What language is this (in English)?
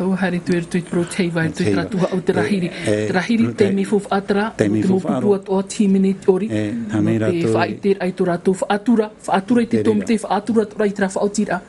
Tahitian